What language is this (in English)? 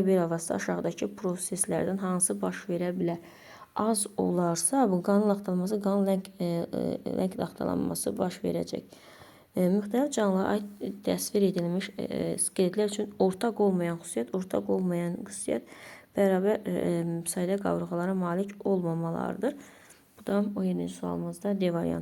Azerbaijani